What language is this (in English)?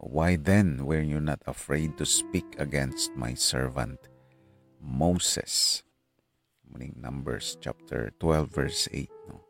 Hiligaynon